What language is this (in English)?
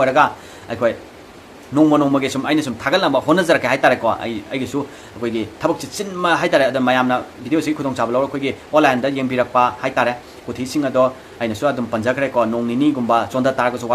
Manipuri